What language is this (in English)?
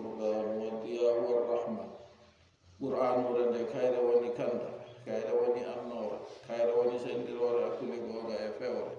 Fula